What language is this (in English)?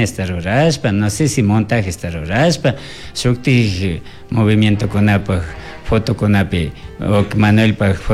Chimborazo Highland Quichua